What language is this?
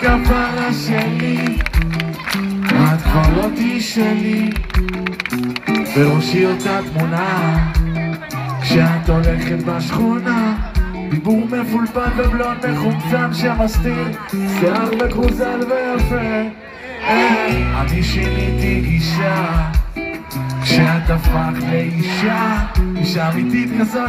Hebrew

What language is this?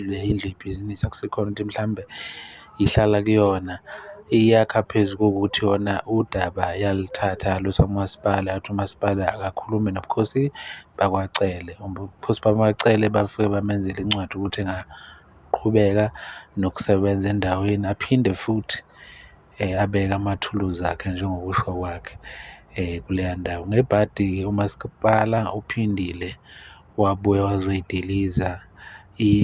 Zulu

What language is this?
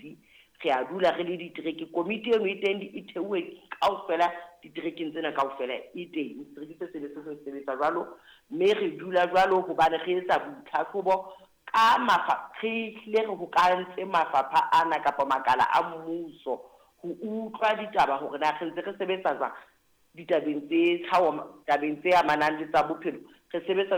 Southern Sotho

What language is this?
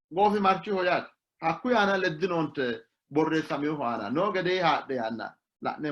Sidamo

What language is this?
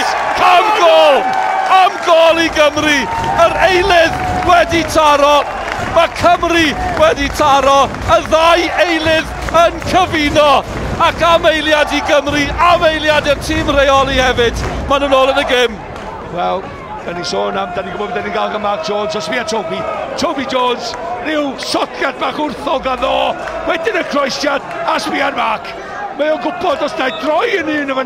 Welsh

